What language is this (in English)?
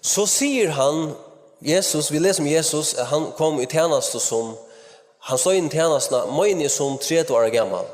Faroese